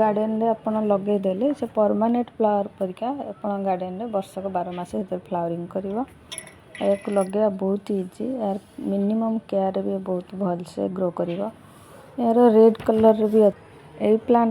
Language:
Odia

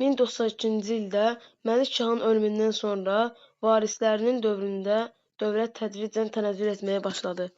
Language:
Azerbaijani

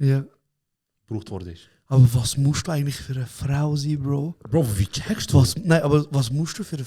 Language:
Swiss German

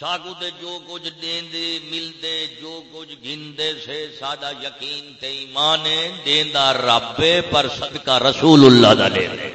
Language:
Saraiki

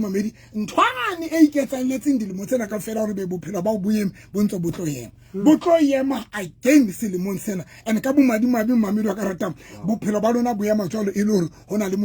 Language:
Southern Sotho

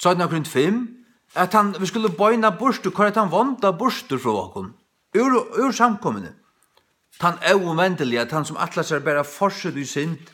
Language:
Faroese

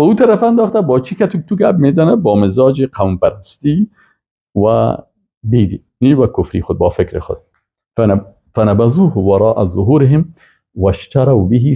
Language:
Persian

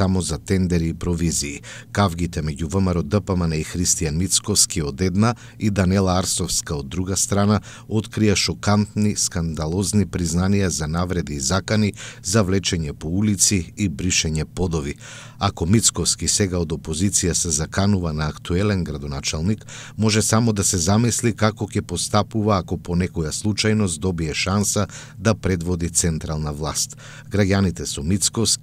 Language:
Macedonian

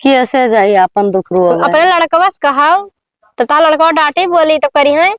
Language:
Awadhi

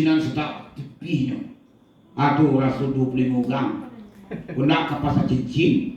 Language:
Minangkabau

